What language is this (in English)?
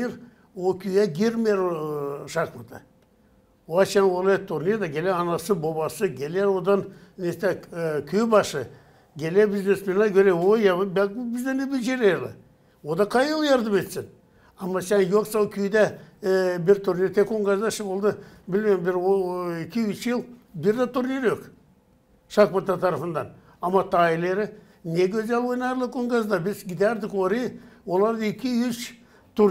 Gagauz